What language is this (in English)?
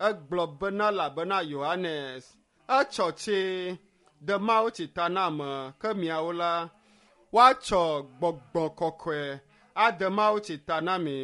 Ewe